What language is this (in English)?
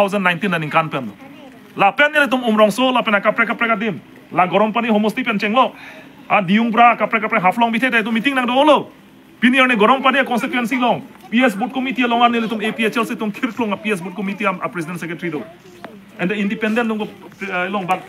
Karbi